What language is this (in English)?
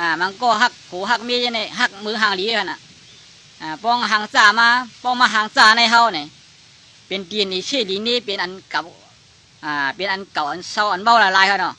Shan